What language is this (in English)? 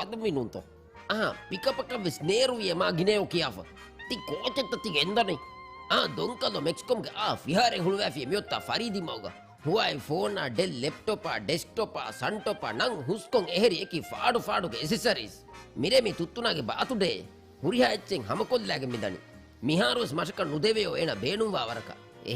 Divehi